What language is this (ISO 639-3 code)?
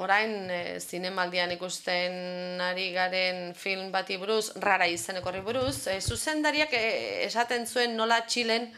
eus